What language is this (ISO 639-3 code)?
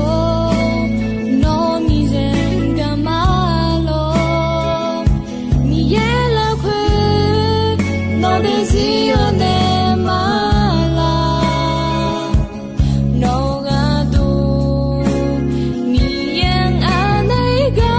ahk